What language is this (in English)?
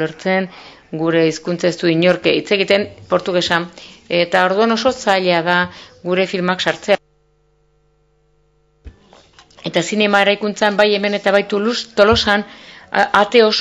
Basque